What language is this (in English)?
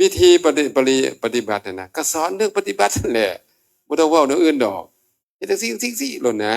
Northeastern Thai